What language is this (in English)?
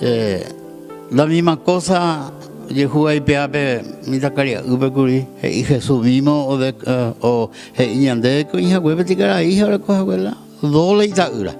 Guarani